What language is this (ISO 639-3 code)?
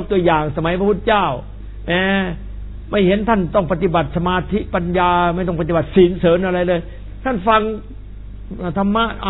tha